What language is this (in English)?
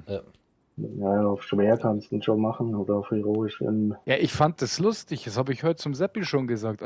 Bavarian